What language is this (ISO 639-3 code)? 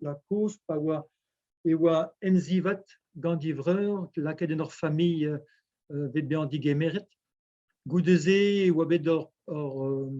bre